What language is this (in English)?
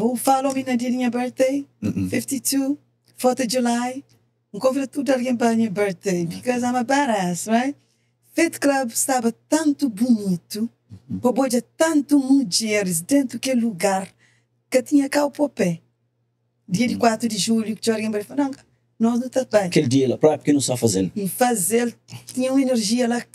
Kabuverdianu